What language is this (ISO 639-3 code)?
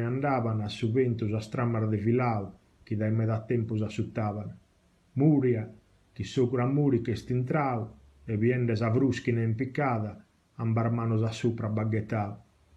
srd